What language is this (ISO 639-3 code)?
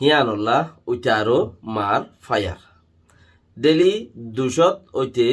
rhg